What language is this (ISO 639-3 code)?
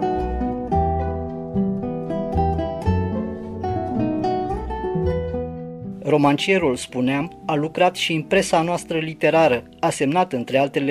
ron